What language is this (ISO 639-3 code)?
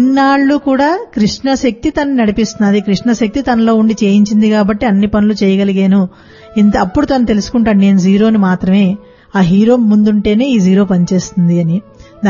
tel